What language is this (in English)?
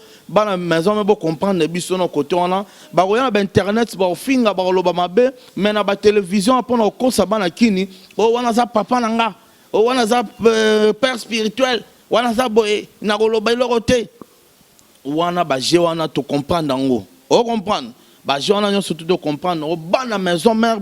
Lingala